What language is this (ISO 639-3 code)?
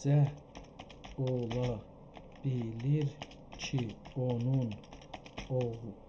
azb